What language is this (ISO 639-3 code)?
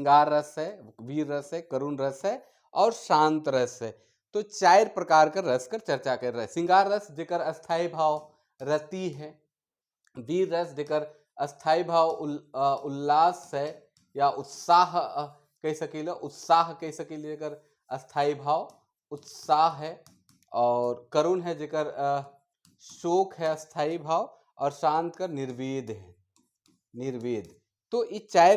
sck